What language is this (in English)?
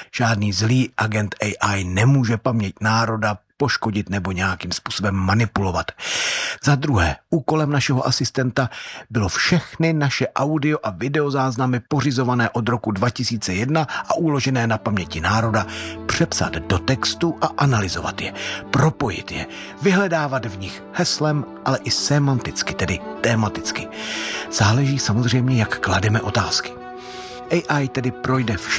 Czech